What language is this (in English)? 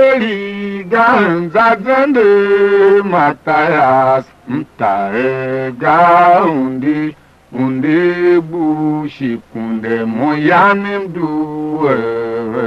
Tiv